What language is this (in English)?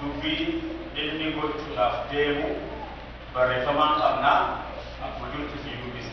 Oromo